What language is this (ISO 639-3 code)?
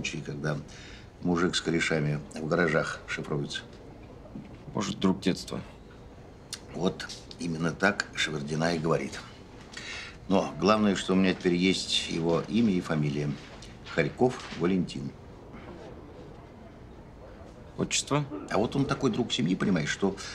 rus